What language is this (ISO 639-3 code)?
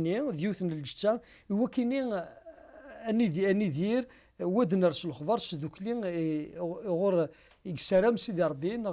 kab